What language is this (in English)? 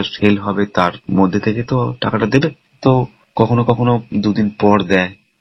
Bangla